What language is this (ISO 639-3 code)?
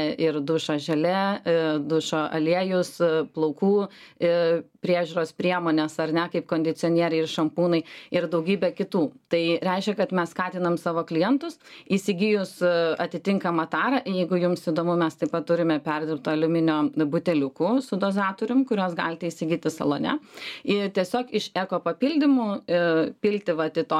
lit